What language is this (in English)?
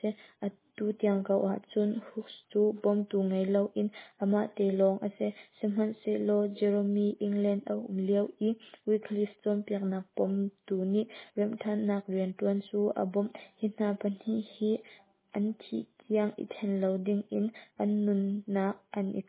Hakha Chin